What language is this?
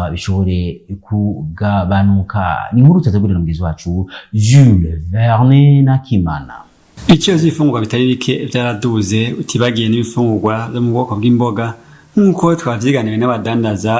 Rundi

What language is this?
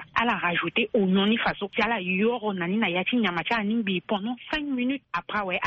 Sango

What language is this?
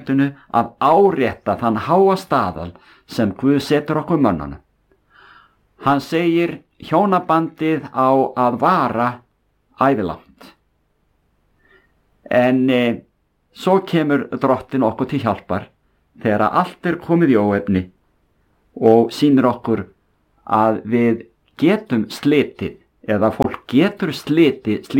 Icelandic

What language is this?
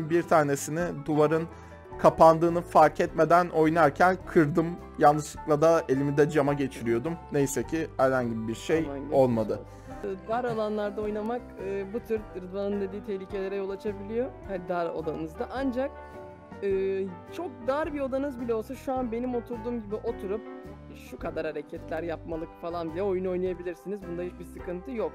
Turkish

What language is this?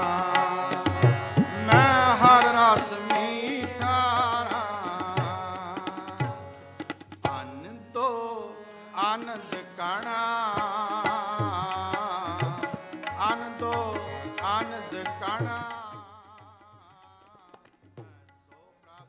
Punjabi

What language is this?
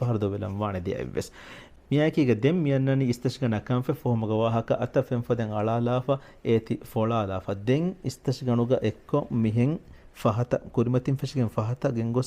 Divehi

